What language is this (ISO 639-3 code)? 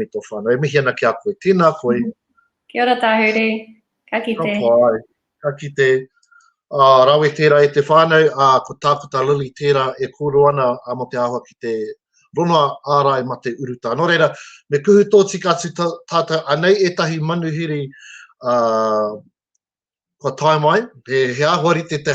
mri